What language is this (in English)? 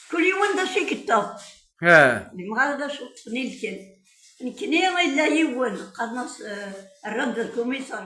Kabyle